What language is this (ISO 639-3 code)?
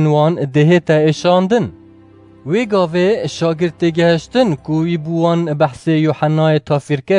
kur